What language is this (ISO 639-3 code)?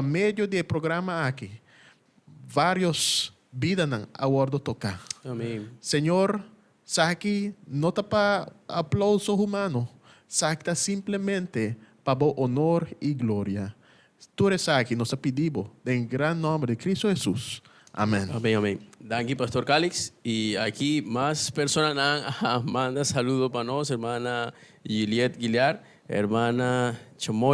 pap